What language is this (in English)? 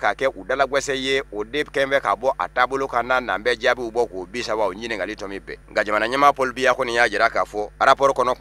Bambara